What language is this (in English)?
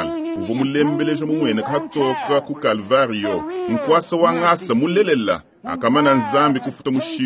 Luba-Lulua